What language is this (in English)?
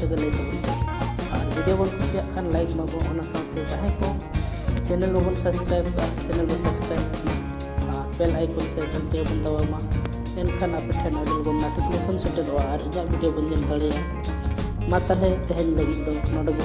Santali